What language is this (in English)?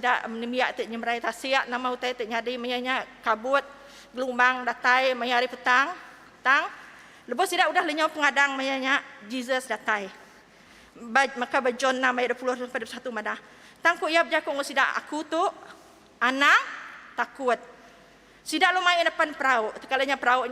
Iban